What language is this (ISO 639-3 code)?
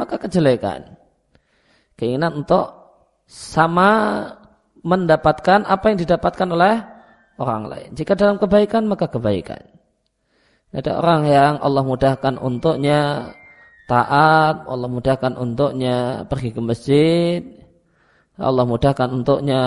ind